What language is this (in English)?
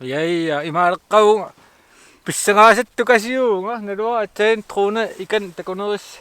Kalaallisut